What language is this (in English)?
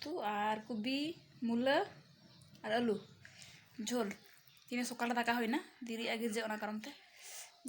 Santali